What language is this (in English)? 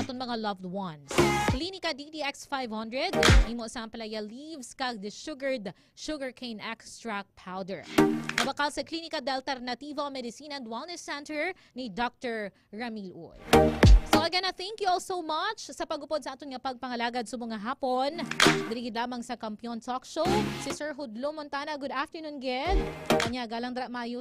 Hiligaynon